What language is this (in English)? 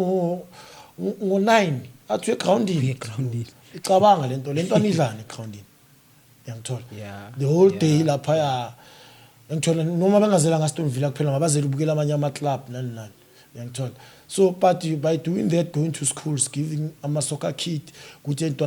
Zulu